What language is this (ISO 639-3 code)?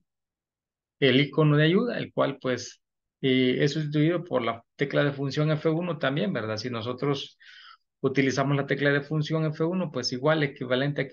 spa